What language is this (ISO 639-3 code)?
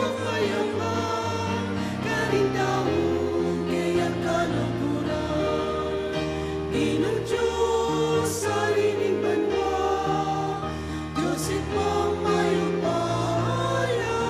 pam